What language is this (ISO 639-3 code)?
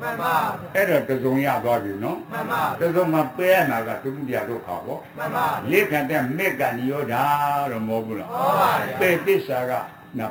mya